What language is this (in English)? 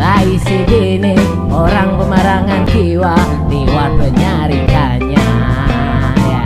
Banjar